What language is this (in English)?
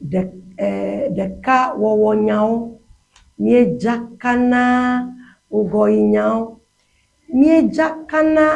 Ewe